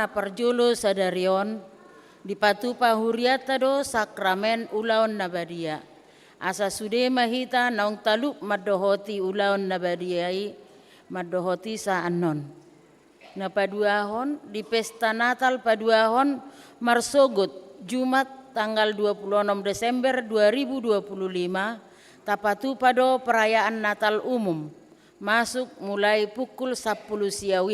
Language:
Batak Toba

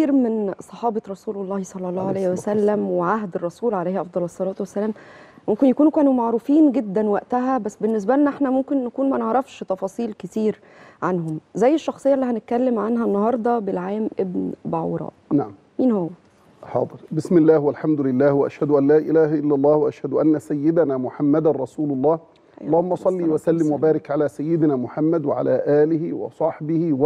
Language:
Egyptian Arabic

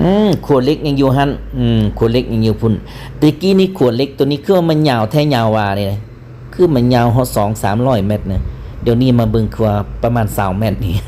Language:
Lao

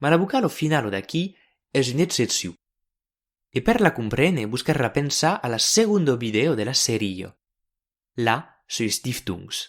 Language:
Occitan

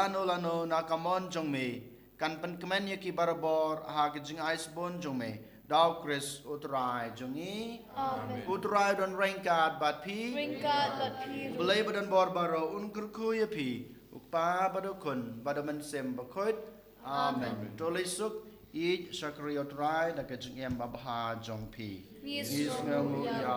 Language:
Khasi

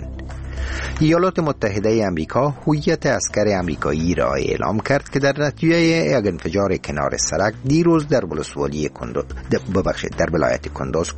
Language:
Persian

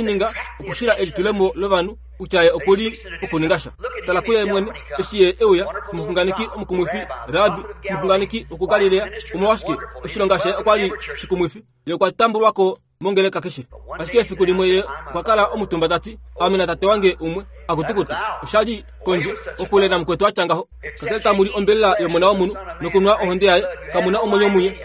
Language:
Kuanyama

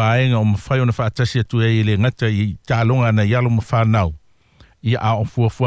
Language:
Samoan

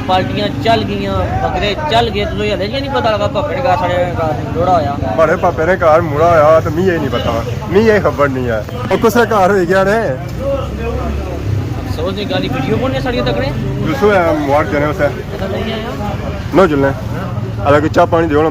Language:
Pahari-Potwari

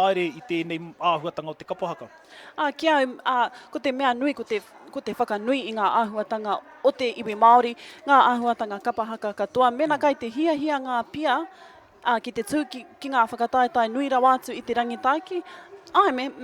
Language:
Māori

